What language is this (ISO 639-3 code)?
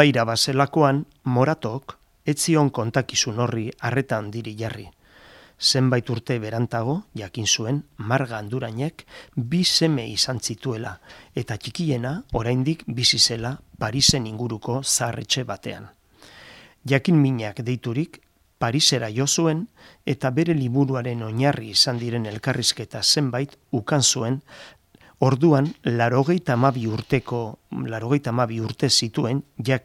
eus